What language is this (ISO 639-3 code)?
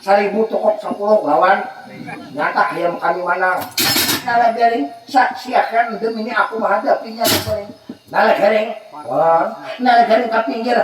bjn